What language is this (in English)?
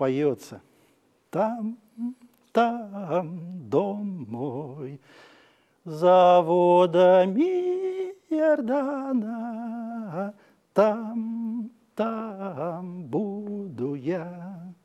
Russian